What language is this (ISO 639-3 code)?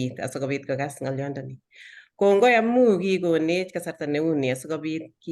kln